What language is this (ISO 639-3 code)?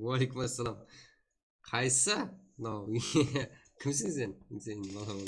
kaa